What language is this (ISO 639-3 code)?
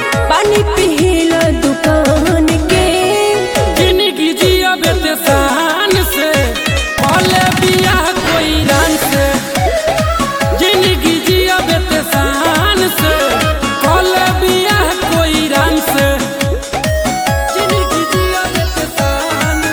bho